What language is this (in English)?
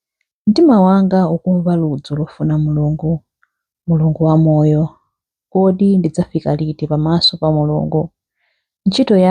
Nyanja